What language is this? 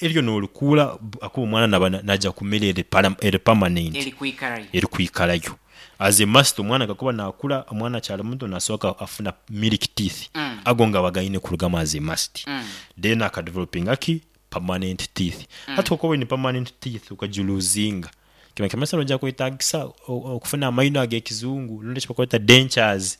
Nyankole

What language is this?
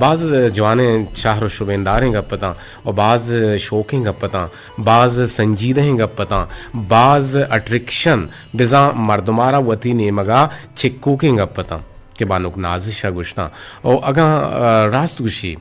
Eastern Balochi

